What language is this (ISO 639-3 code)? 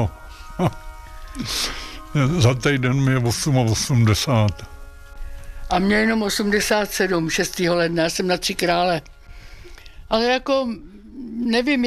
ces